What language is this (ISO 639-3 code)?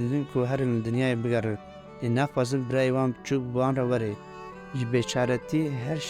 kur